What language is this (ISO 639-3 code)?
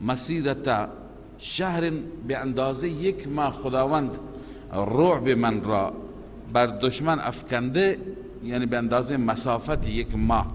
fas